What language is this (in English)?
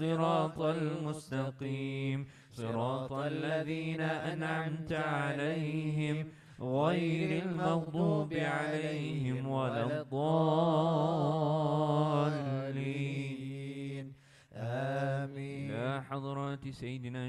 Arabic